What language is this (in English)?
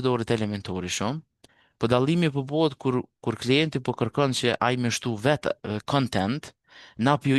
Albanian